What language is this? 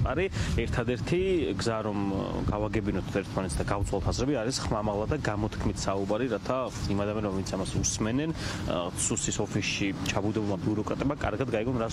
Georgian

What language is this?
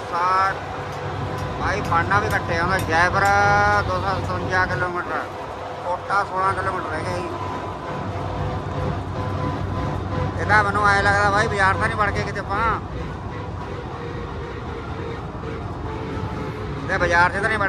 Punjabi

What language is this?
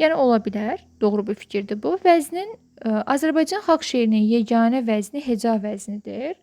Azerbaijani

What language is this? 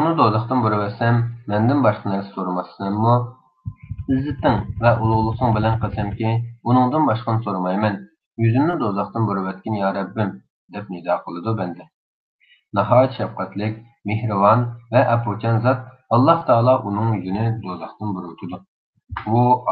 Uyghur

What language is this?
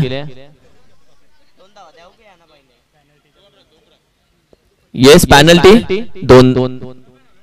Marathi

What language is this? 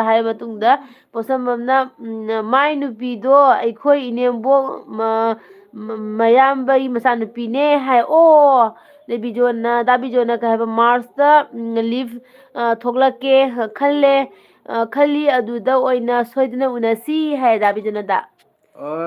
Manipuri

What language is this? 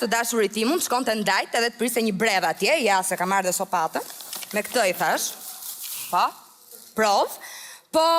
Albanian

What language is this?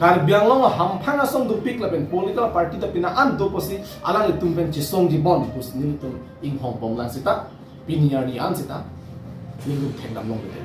Karbi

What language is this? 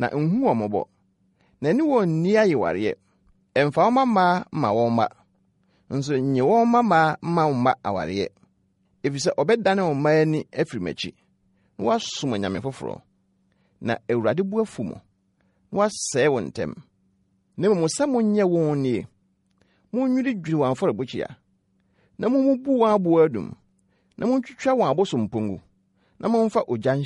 Akan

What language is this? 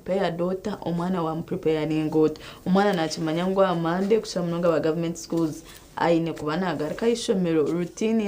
Nyankole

